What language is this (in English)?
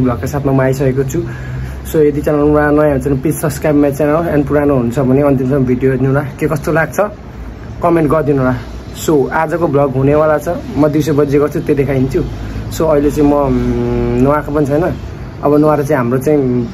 Nepali